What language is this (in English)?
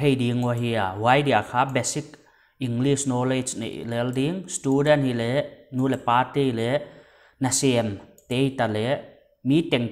Paite Chin